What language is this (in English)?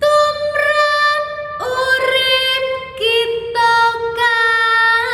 Javanese